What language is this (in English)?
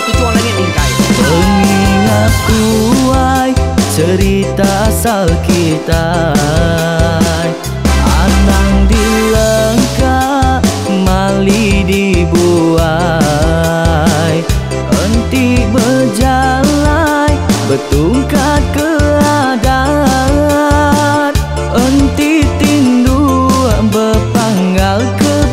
Iban